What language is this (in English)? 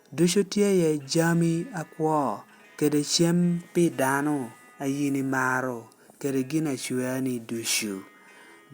Lango (Uganda)